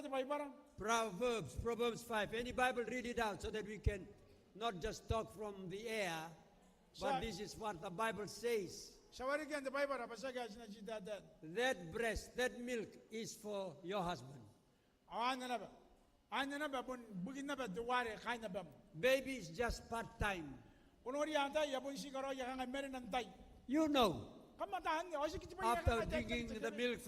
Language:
Gilbertese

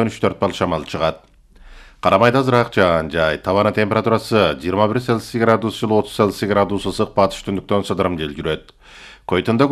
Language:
Kyrgyz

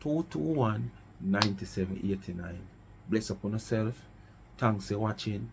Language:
Jamaican Creole English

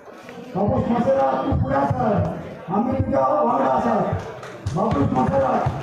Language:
Konkani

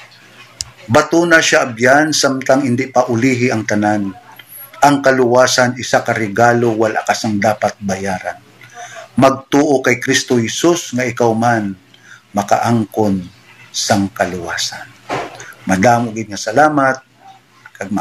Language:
Hiligaynon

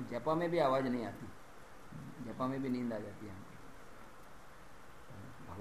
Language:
Hindi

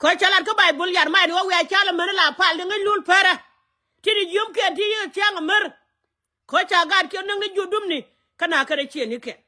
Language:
Nuer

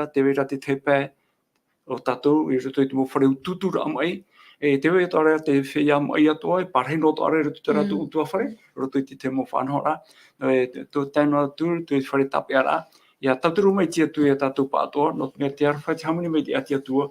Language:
Tahitian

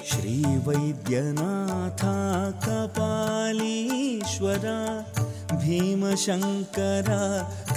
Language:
Tamil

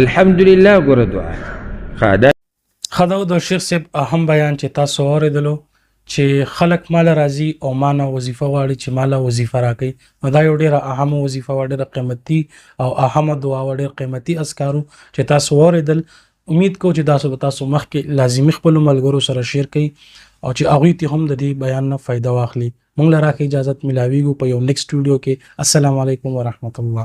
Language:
Pashto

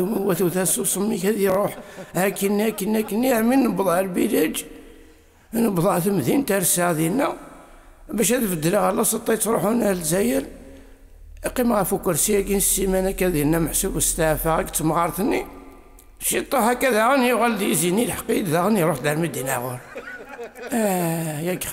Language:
Kabyle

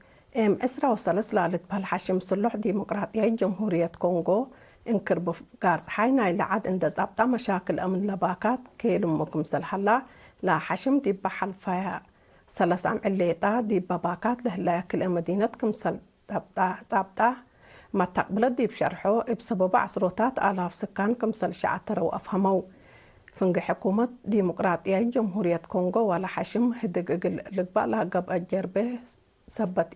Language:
Tigre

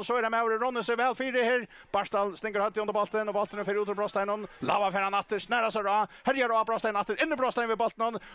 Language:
Faroese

